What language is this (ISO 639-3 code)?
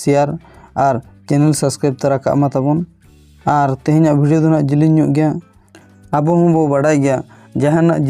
sat